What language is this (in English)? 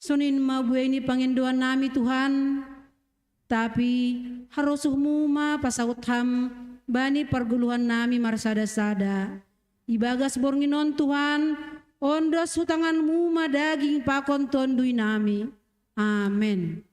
Batak Simalungun